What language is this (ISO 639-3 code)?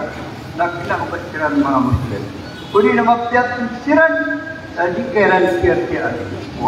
mrw